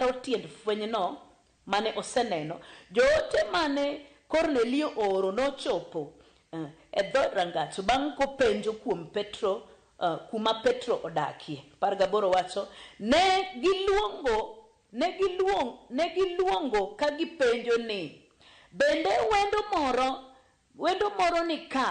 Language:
Luo (Kenya and Tanzania)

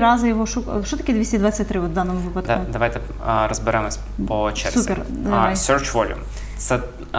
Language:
Ukrainian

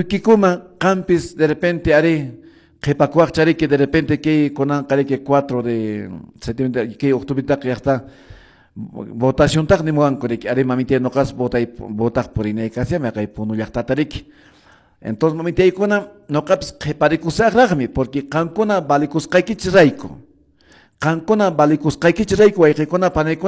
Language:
Quechua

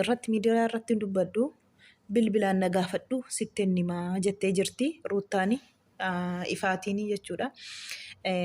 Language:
Oromo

